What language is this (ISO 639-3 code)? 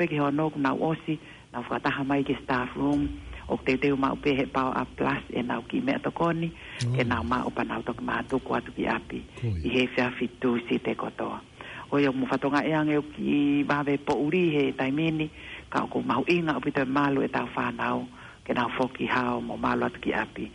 ton